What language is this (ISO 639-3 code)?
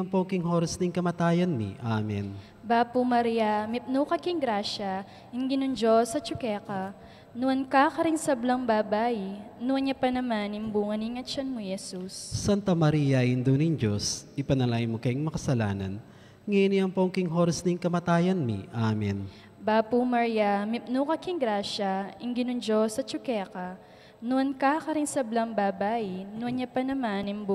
pam